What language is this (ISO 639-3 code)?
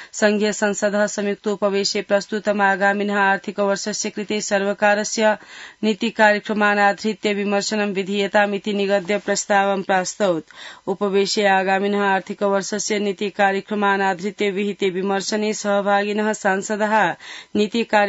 san